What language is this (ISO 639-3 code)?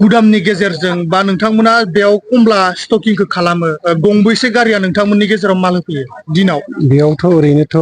brx